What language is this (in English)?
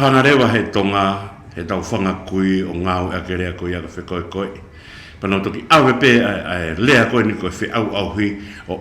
Tongan